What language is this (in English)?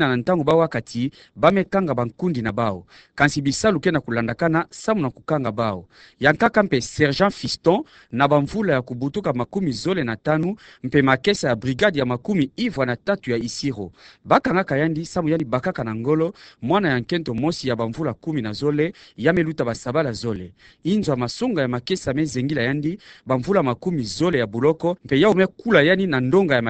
Kituba (Democratic Republic of Congo)